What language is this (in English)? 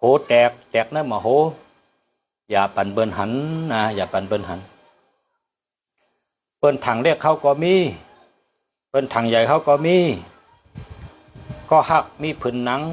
Shan